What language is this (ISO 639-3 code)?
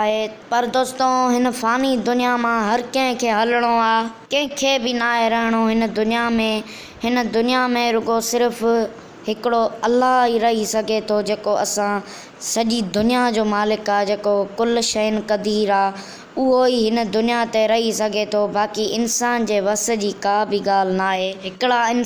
snd